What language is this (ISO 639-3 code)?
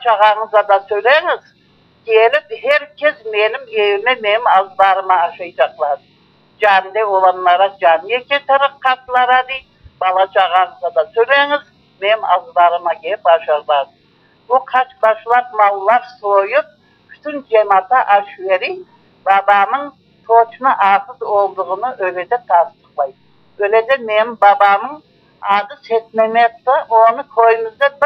crh